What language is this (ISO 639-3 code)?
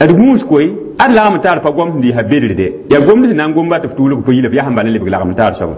mos